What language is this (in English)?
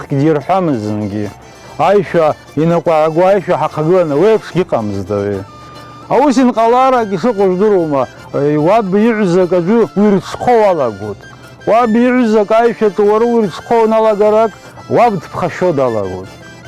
Abkhazian